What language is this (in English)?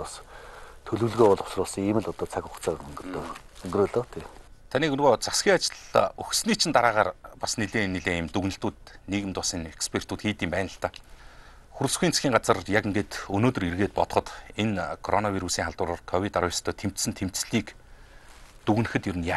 Mongolian